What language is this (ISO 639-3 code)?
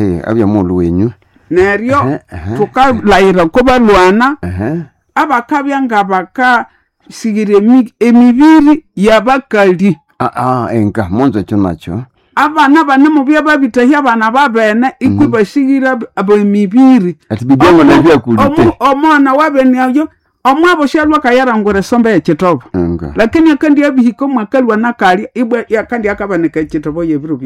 nnb